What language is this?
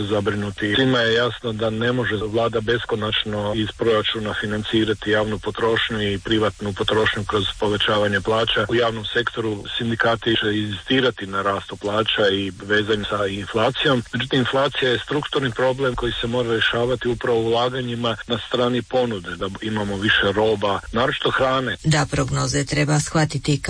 Croatian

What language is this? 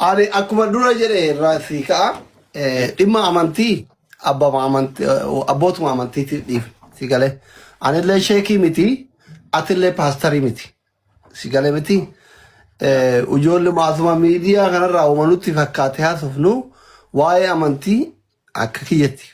Oromo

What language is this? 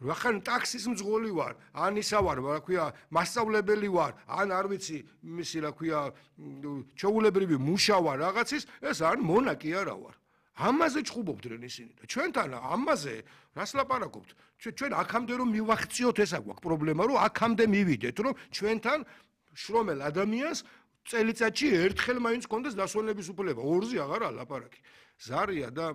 Georgian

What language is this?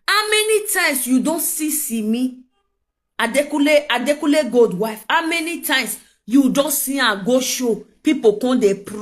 Nigerian Pidgin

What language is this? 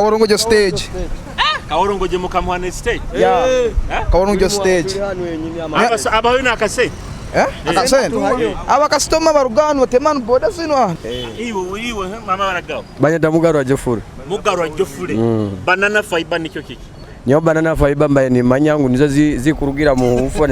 Nyoro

